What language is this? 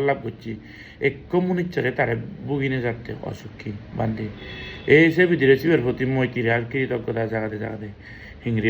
Chakma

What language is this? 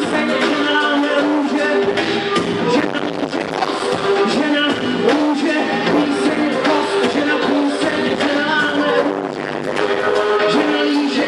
Czech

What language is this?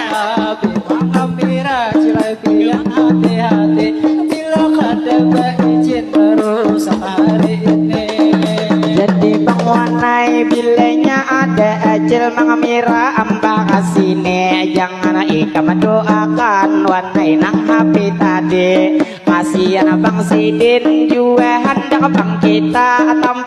Banjar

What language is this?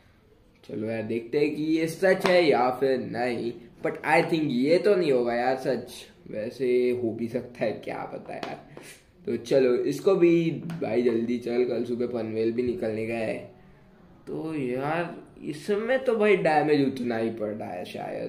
Hindi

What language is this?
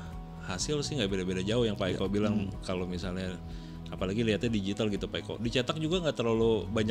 Indonesian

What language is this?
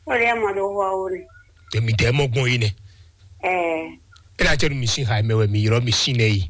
Fon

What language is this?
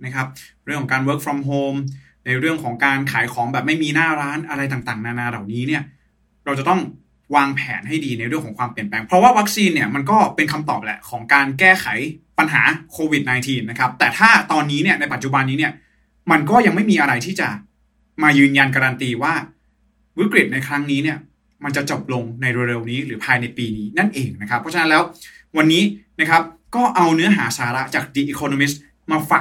Thai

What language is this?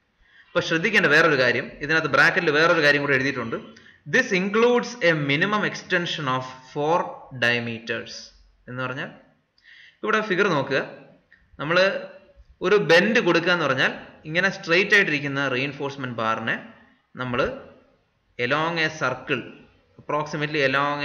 Malayalam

